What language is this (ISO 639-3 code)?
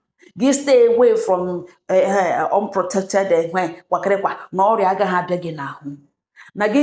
ibo